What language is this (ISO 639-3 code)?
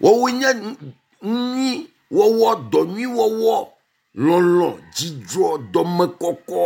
ewe